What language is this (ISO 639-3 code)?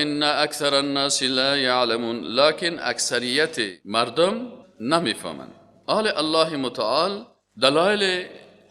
fas